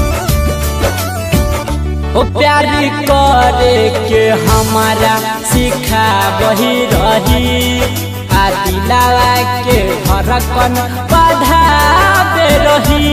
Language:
Bhojpuri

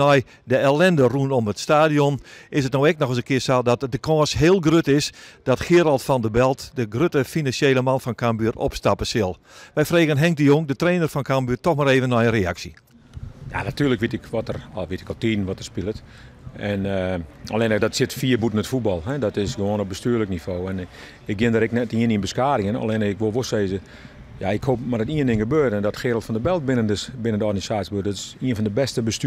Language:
Western Frisian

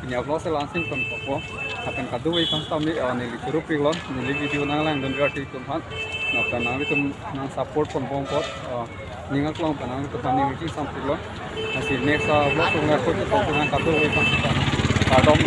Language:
Karbi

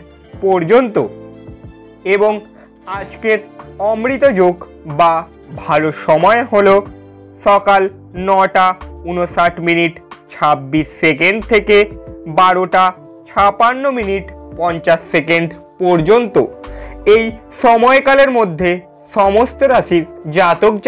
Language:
Bangla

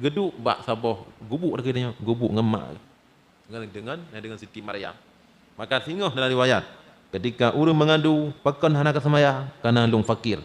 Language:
Achinese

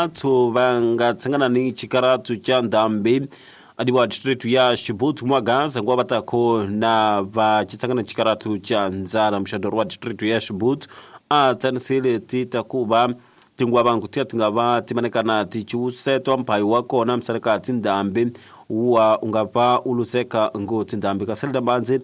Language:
Tsonga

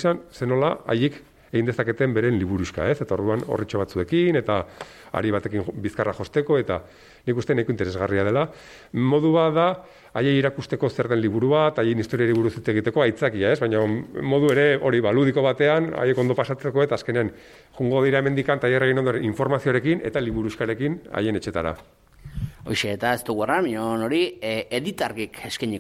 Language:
Basque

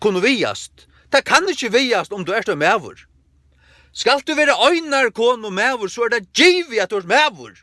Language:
Faroese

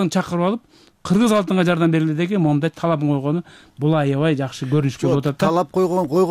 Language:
Kyrgyz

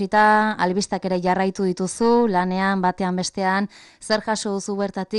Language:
Basque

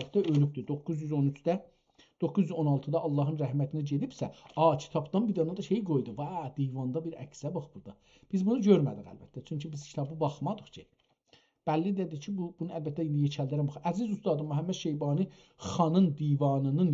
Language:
South Azerbaijani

